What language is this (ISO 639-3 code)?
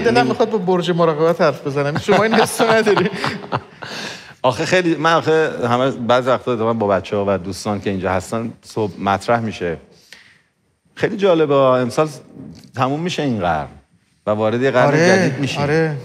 fas